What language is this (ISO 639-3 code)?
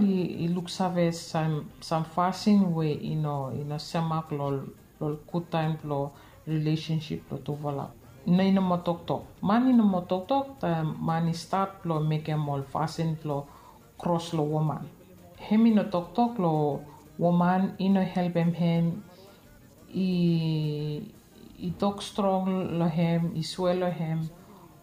bis